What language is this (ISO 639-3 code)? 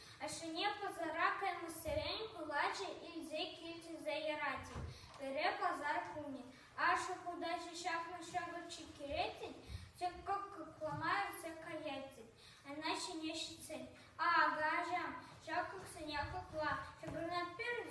chv